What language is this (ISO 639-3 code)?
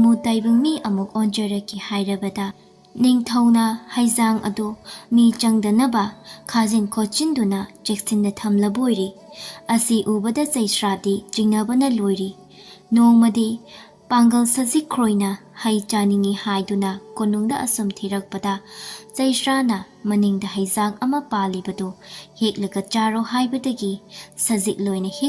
mni